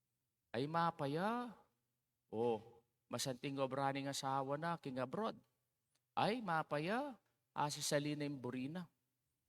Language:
Pampanga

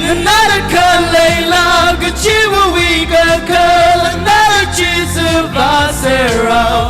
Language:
Tangkhul Naga (India)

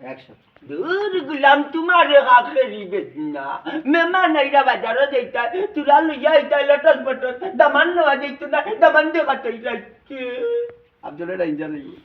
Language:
Sylheti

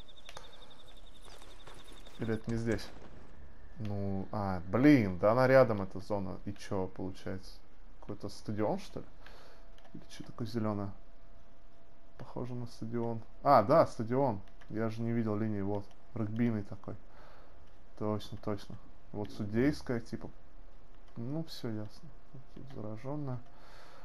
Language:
Russian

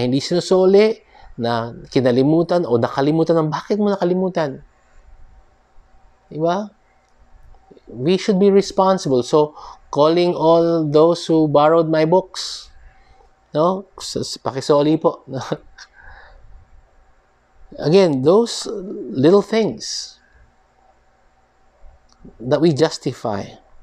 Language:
Filipino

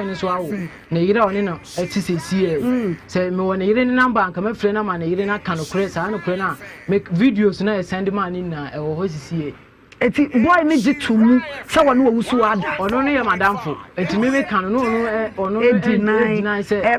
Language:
Akan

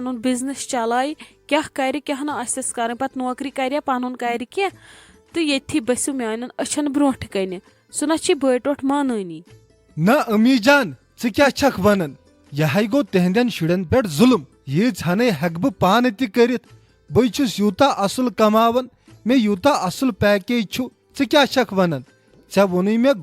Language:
Kashmiri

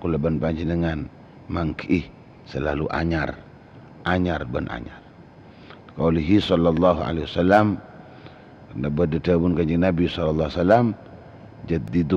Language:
Madurese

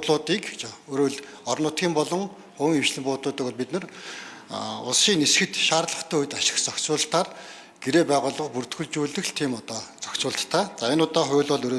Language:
Mongolian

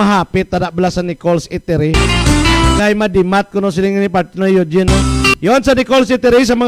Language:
Hiligaynon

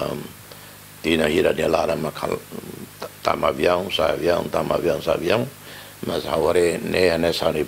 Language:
Tetum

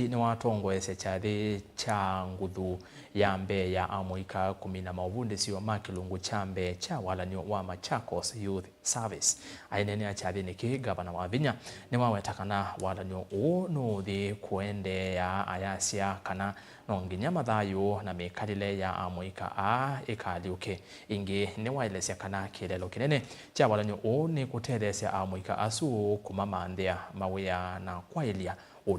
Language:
Kamba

